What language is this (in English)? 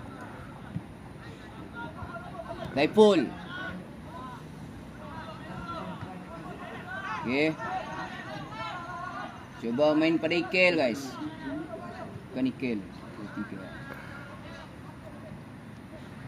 Malay